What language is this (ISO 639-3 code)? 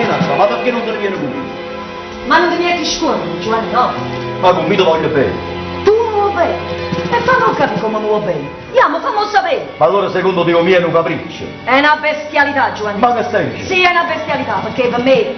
nap